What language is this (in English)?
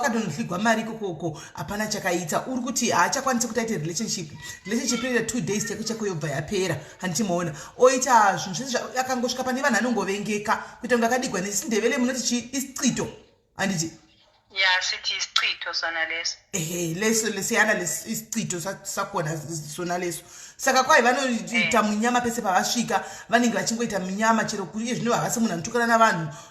Shona